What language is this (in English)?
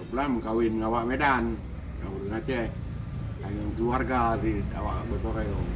Achinese